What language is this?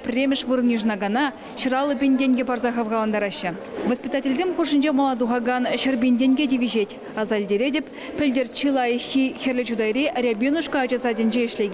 Chuvash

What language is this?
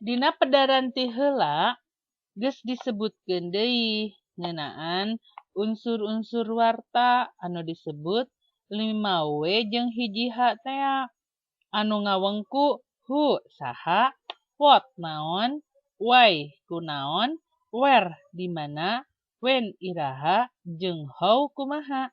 Sundanese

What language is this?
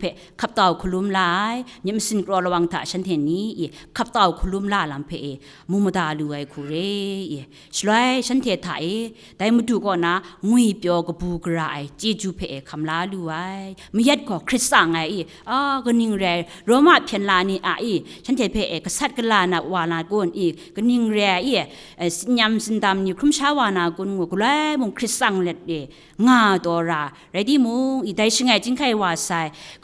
Kachin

